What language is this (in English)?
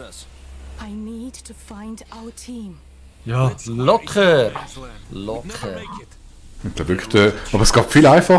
Swiss German